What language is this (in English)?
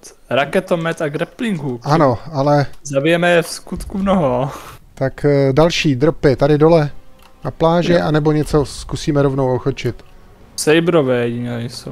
Czech